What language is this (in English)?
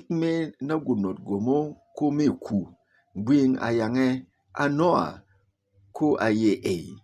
Berom